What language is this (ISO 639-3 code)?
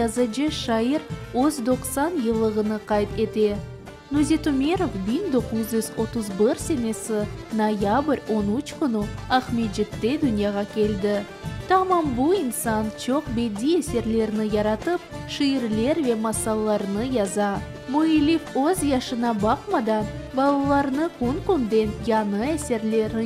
crh